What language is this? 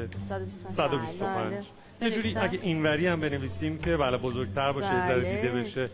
Persian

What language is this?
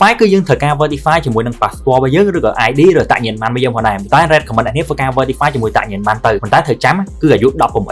Khmer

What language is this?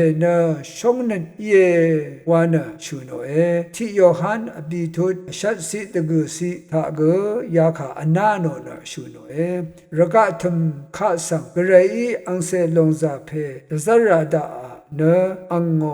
Rawang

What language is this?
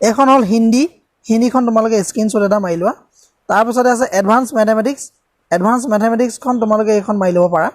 Assamese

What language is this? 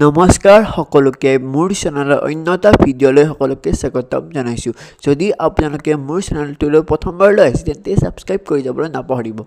Assamese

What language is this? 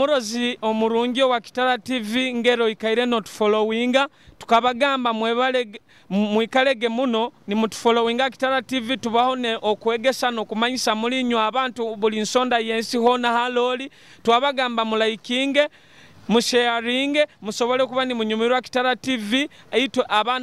Nyoro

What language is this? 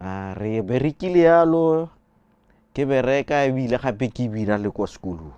Tswana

